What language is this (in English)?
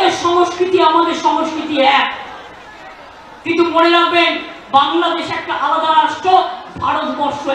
Bangla